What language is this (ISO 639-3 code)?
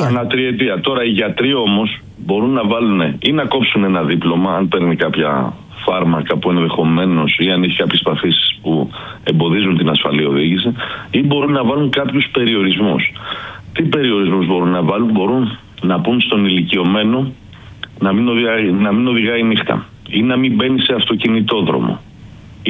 ell